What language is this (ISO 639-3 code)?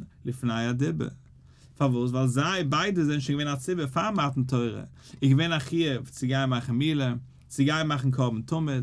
yid